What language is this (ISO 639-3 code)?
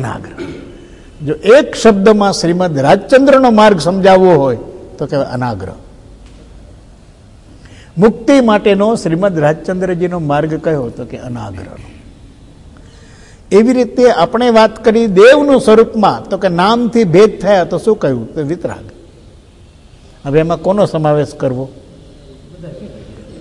guj